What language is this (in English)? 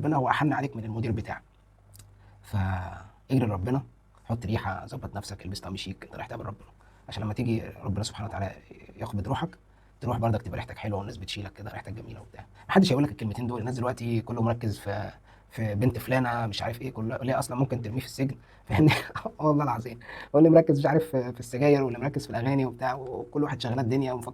Egyptian Arabic